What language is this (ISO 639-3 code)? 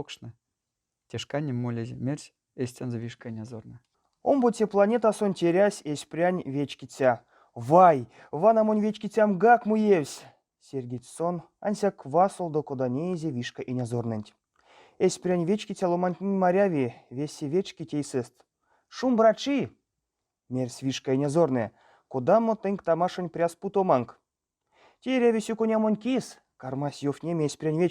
myv